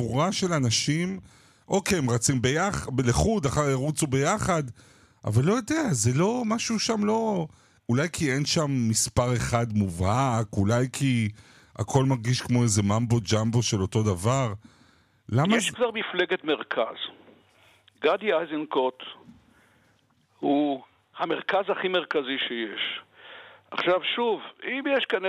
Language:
Hebrew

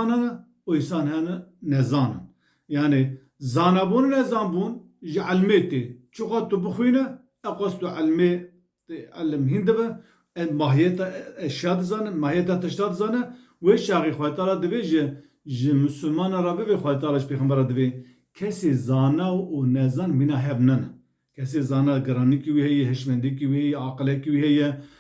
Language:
Kurdish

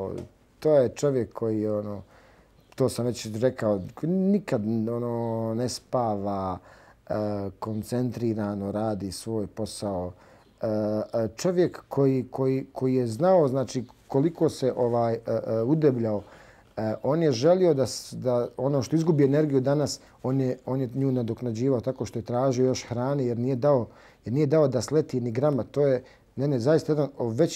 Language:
Bosnian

